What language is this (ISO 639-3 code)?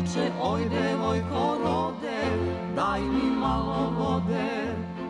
srp